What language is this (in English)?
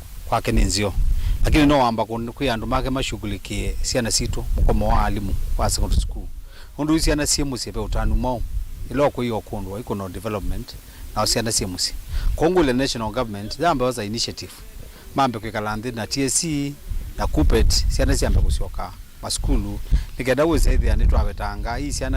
Kamba